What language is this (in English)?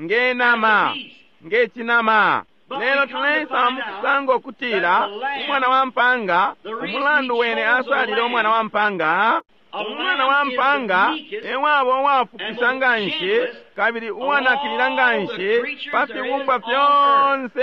Bemba